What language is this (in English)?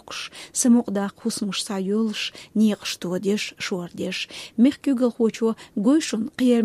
Chechen